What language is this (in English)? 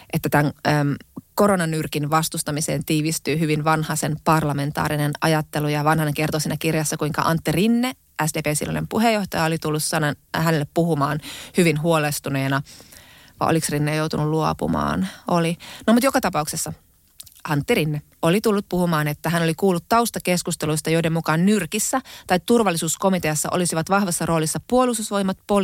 Finnish